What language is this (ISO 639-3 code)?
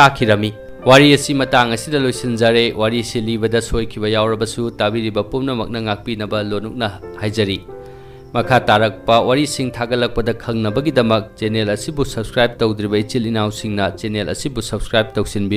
mni